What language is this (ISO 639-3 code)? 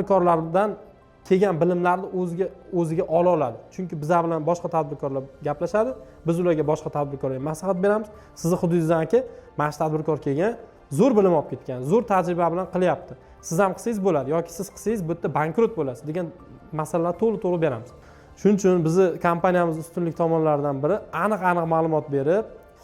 uzb